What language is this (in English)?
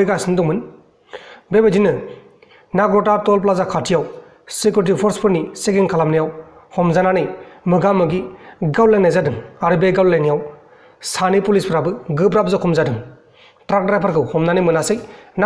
Bodo